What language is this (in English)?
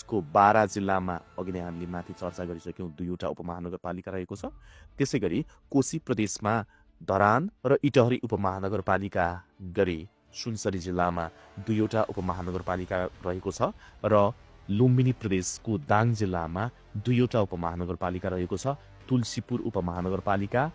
Nepali